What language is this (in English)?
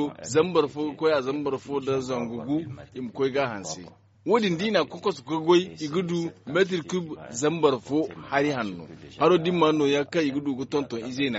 Zarma